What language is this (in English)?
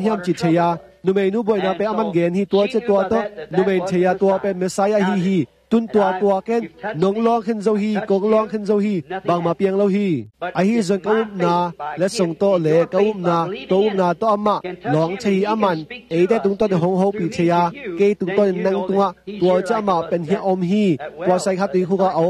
Tedim Chin